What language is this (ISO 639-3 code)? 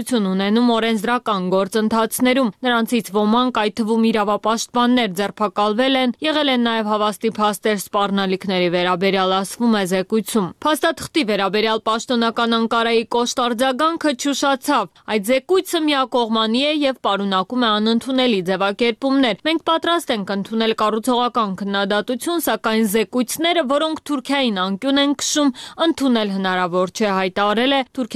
hye